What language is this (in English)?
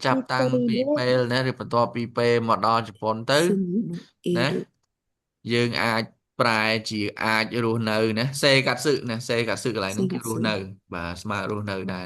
Khmer